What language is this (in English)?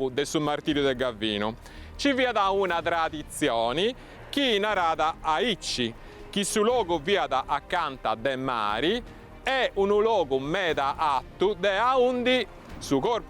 Sardinian